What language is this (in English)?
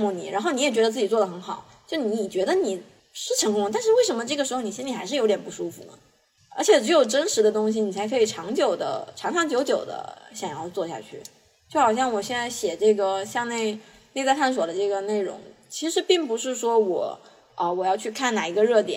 Chinese